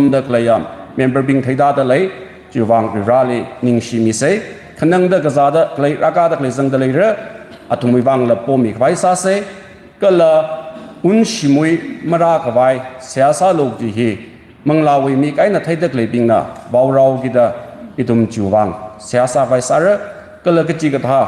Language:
Tangkhul Naga (India)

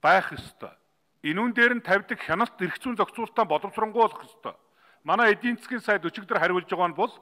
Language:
Mongolian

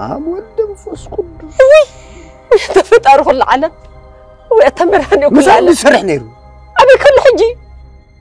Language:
Tigrinya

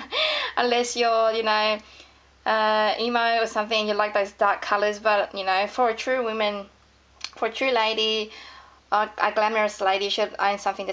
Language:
English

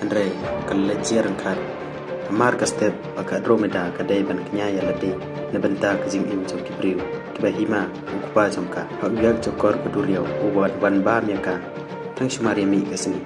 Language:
Khasi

